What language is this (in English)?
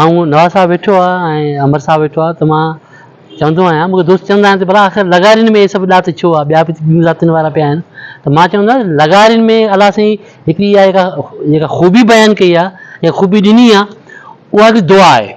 Sindhi